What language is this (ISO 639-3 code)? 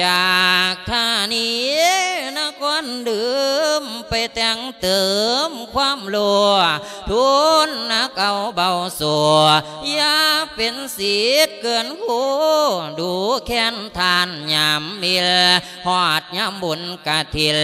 lao